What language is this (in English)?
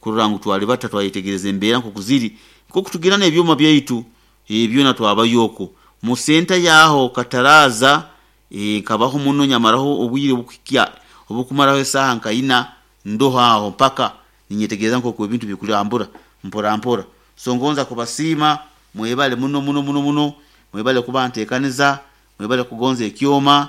Nyoro